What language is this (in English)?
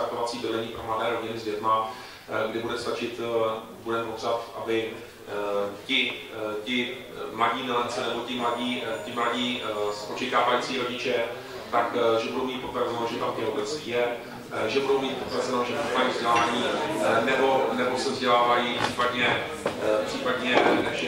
Czech